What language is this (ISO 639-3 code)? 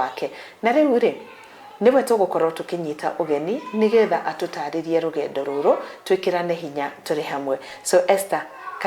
kik